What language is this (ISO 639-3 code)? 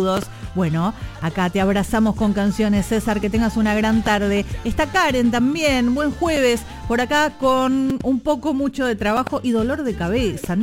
spa